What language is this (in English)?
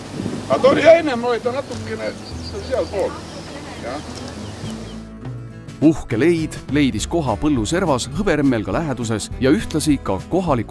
Estonian